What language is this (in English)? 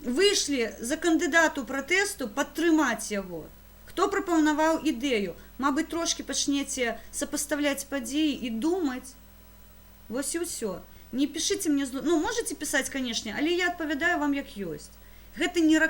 Belarusian